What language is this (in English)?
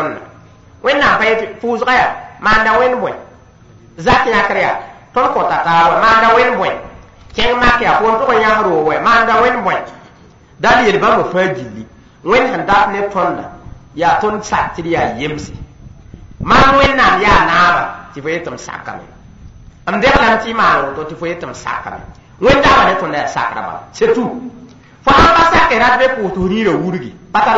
Mossi